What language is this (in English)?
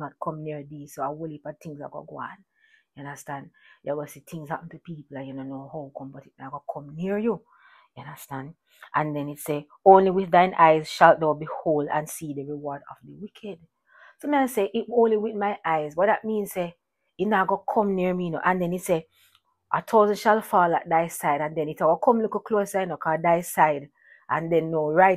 Jamaican Creole English